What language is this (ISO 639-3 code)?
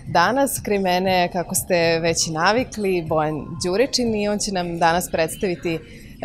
srp